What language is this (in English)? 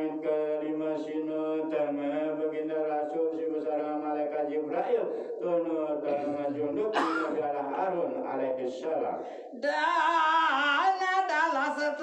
Sasak